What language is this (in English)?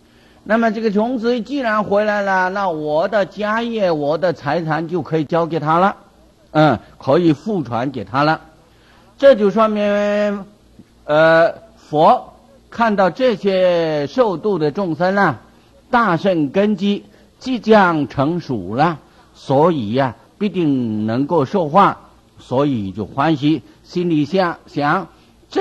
Chinese